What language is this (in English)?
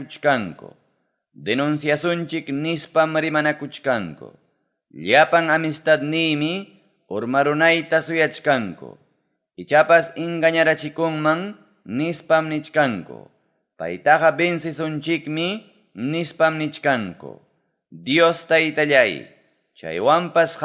Ayacucho Quechua